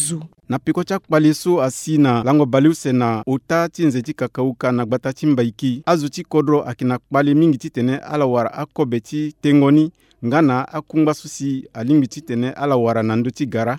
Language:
Sango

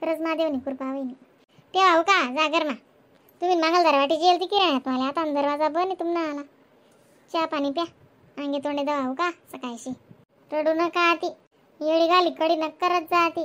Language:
Khandesi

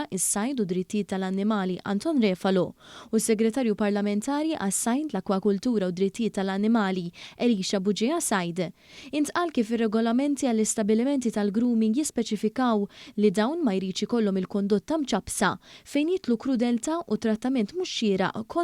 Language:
Maltese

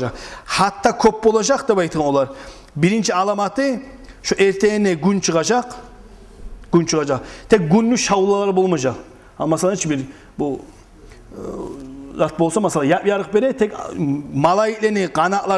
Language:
Kumyk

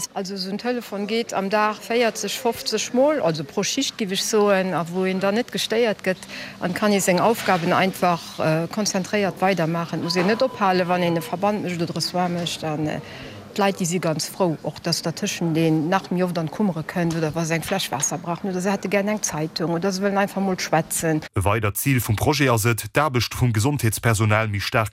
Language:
Luxembourgish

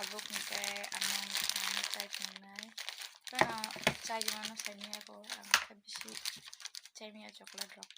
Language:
Kok Borok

